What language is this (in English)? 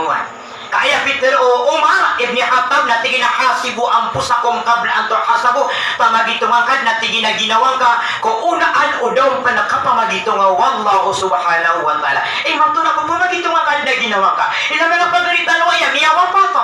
Maranao